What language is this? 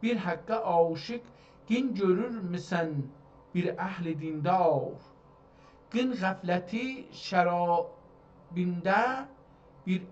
South Azerbaijani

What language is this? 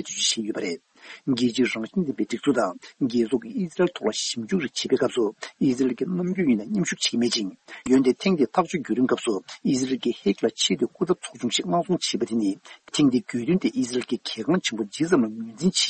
Tibetan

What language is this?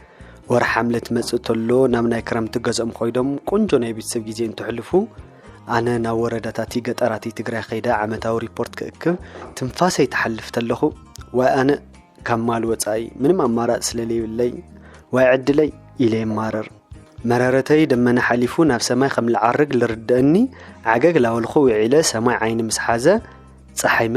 Tigrinya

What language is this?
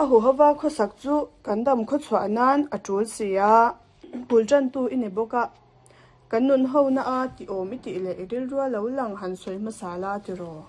Mizo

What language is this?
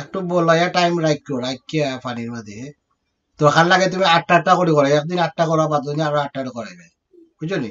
Sylheti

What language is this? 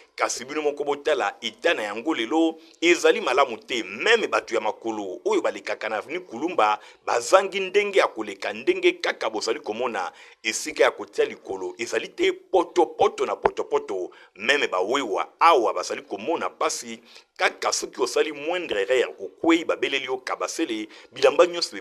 Lingala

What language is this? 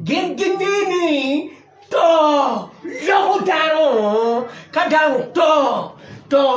Acoli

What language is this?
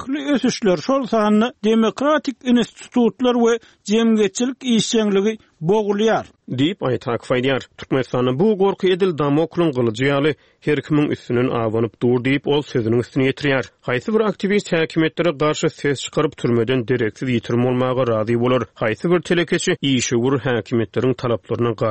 Turkmen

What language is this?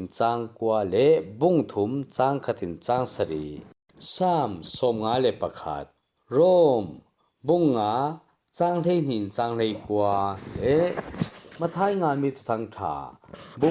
Falam Chin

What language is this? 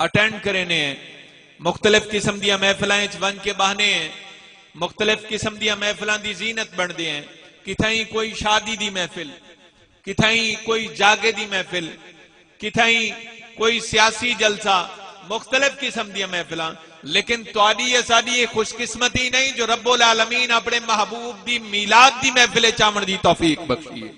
Saraiki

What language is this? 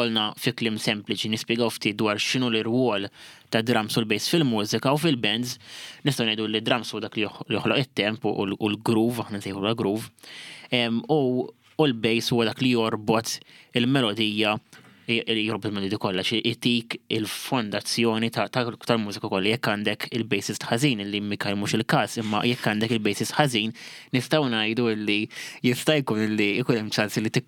Maltese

